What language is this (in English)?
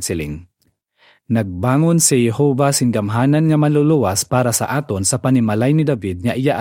Hiligaynon